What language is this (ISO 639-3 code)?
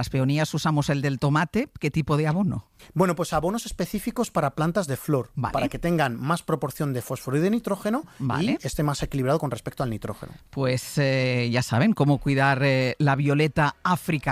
spa